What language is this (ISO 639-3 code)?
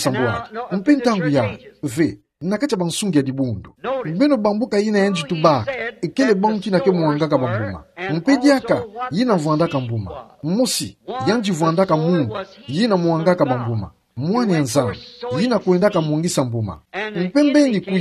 ktu